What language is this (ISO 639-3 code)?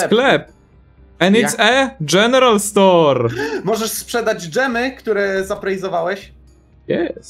pol